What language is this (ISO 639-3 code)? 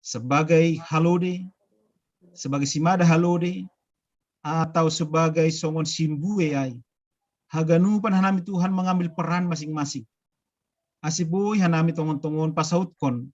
bts